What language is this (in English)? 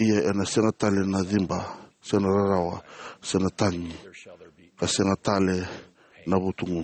Fijian